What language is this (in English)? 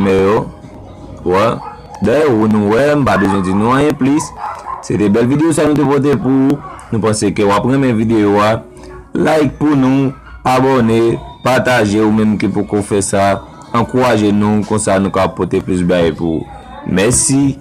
Haitian Creole